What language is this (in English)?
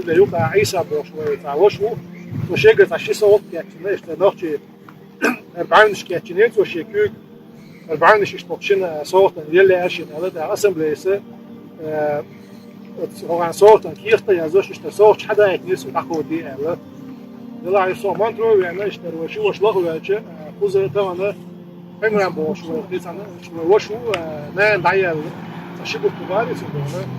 Chechen